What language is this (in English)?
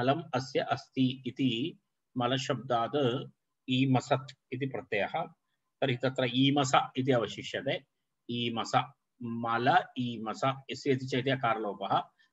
Sanskrit